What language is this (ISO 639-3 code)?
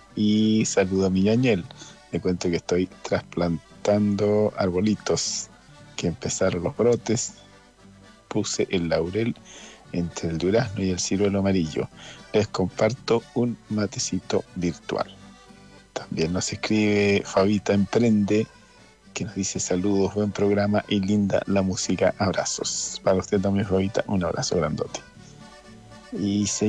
spa